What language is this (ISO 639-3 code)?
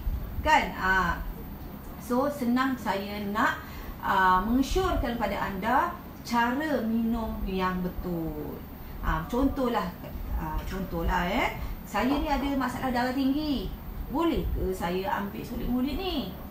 msa